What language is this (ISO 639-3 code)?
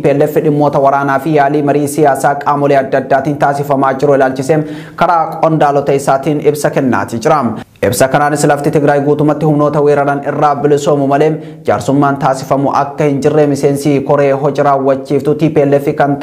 orm